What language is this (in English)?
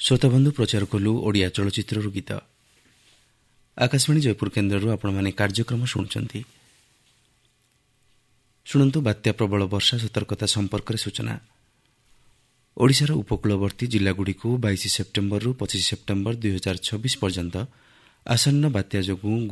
Odia